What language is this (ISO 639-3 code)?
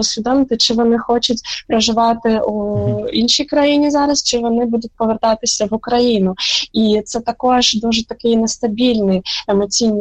ukr